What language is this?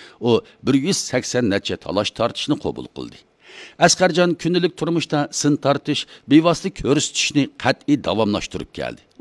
Uyghur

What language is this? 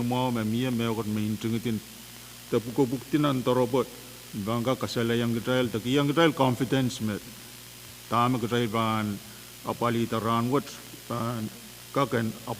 Pohnpeian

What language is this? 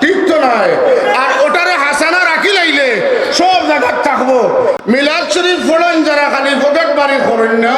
Sylheti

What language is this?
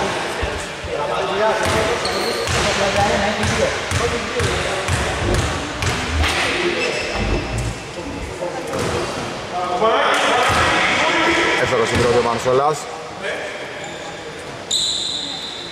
Greek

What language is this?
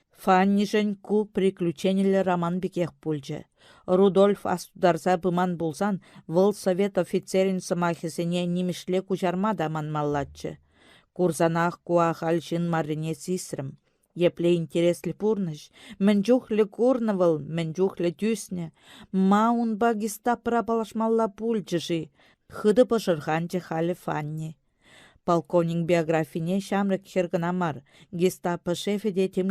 Chuvash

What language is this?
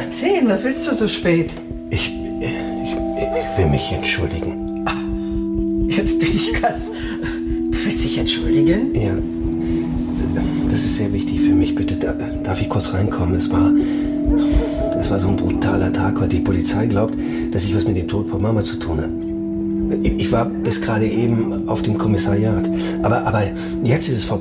German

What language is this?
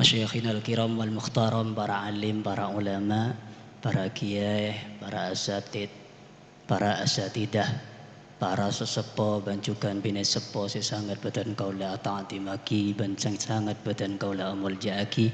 Madurese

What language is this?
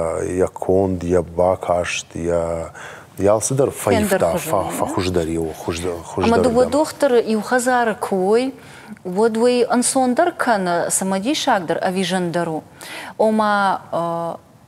Ossetic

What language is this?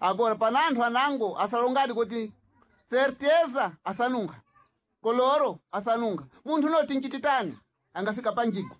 Sena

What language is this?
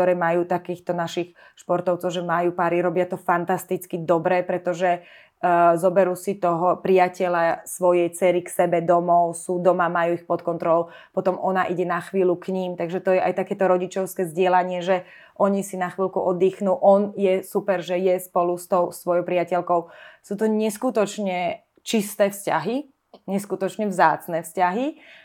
Slovak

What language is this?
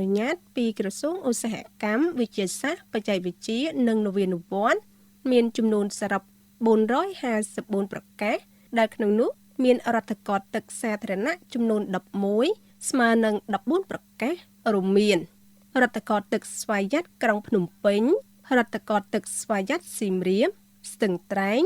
Khmer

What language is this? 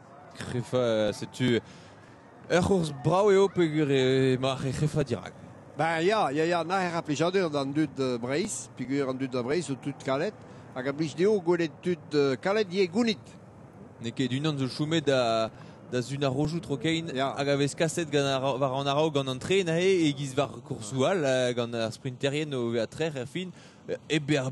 Breton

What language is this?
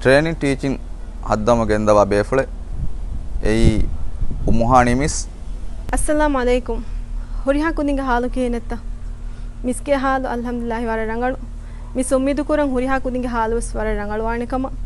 Divehi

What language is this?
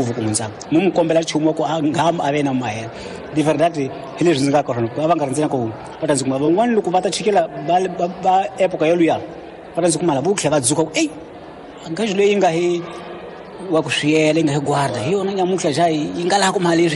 Tsonga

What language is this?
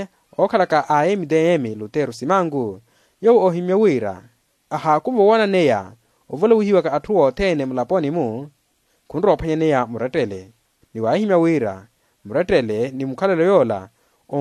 Makhuwa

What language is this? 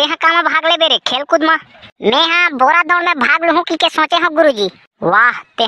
Chhattisgarhi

